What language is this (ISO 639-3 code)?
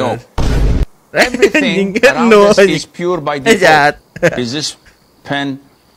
ind